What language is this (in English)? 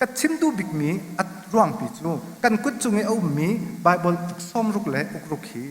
Hakha Chin